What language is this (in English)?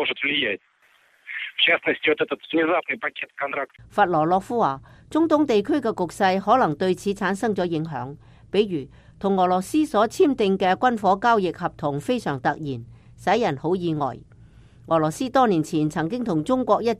Cantonese